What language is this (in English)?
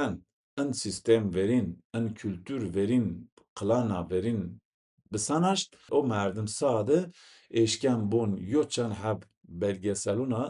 Zaza